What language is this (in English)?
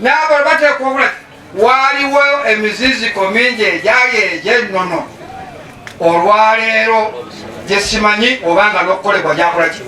Ganda